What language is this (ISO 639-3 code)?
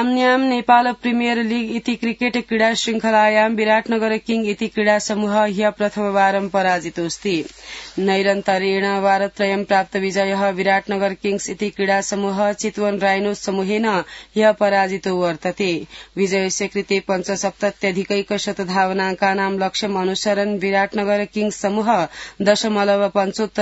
san